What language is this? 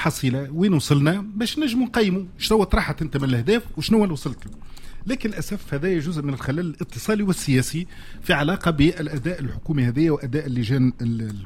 Tunisian Arabic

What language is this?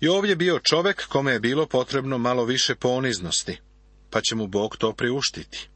Serbian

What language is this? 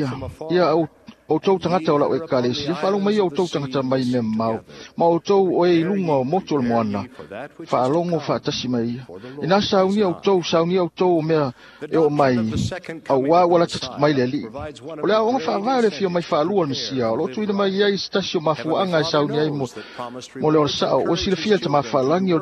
Samoan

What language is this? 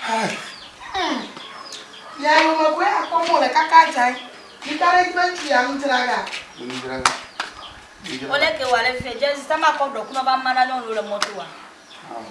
Ewe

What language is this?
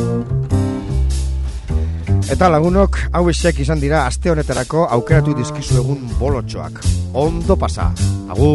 Basque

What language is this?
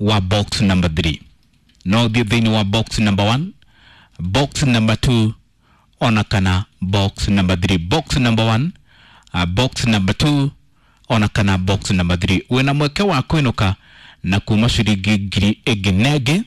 Kikuyu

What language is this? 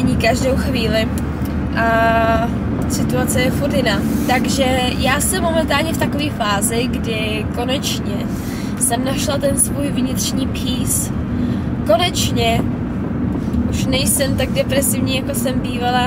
Czech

